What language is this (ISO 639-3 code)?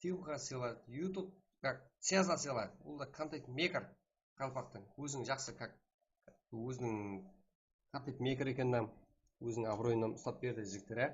kaa